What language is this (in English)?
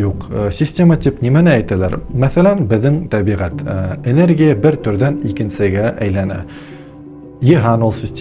Bashkir